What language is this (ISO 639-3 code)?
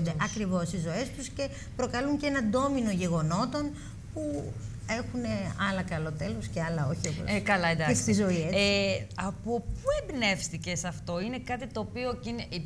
ell